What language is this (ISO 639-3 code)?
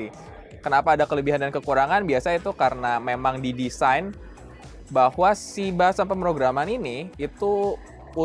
ind